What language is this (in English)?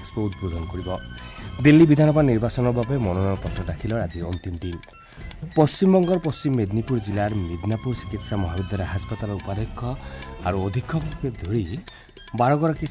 Assamese